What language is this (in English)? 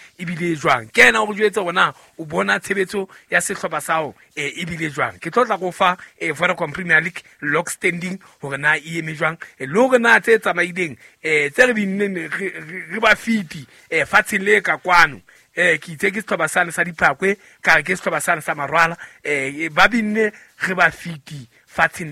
Southern Sotho